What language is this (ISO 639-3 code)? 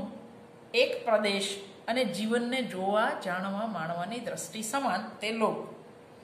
guj